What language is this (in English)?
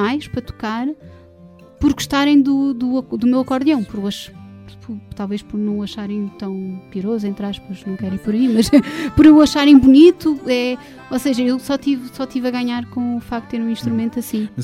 Portuguese